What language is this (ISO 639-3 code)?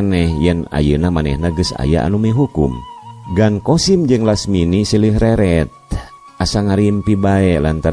sun